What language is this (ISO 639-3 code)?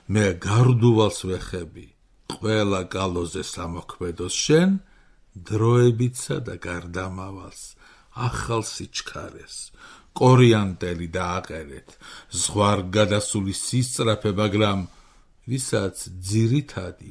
kat